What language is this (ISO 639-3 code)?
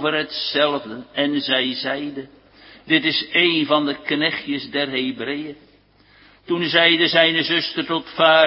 nld